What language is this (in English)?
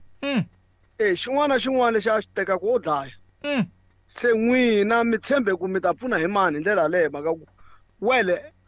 Tsonga